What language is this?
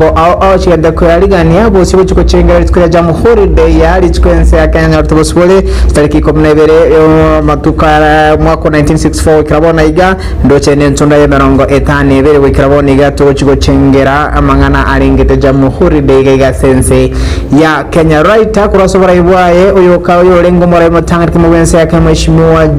Gusii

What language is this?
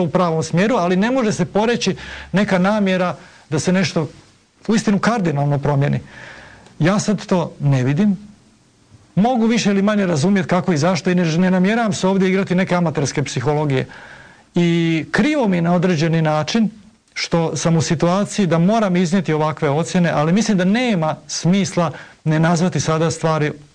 Croatian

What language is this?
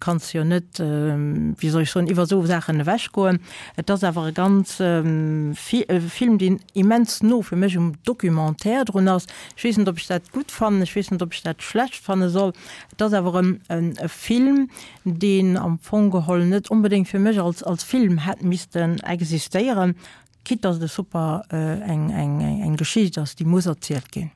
Luxembourgish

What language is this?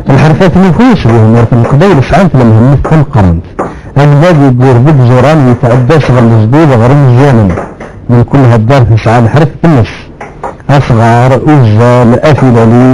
Kabyle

